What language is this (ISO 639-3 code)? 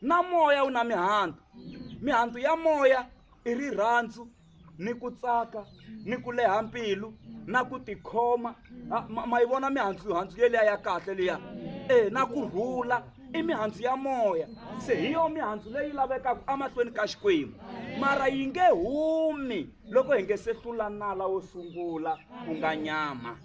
tso